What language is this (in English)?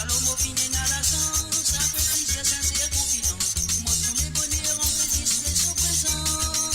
Morisyen